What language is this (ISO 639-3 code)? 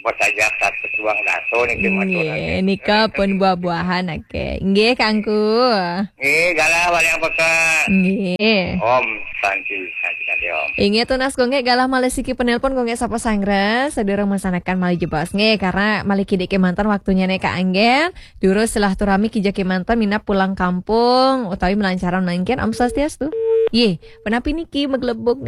ban